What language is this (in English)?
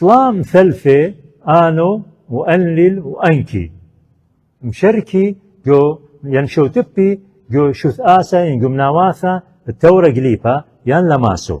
Assyrian Neo-Aramaic